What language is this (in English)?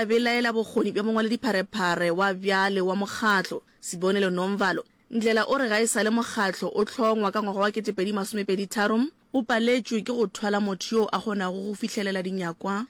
Northern Sotho